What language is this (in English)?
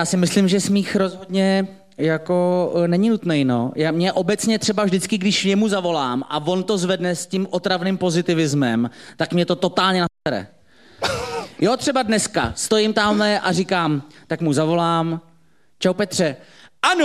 Czech